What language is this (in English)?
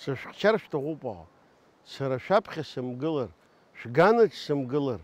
Abkhazian